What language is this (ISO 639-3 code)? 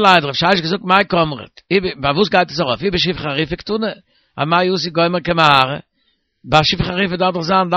yid